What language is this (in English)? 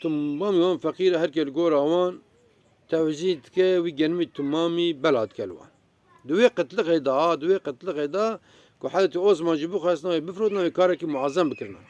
Kurdish